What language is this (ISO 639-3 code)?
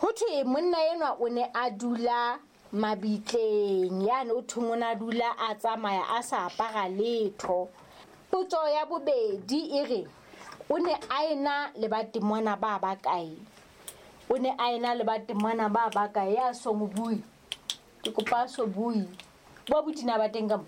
sot